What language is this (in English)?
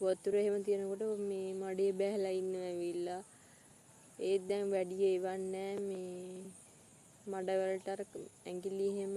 Sinhala